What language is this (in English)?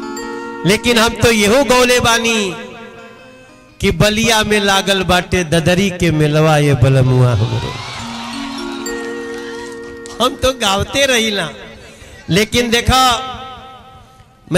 Bhojpuri